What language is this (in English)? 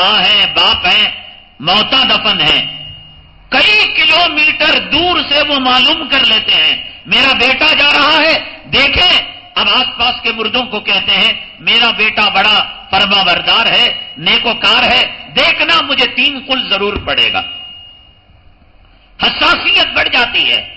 Urdu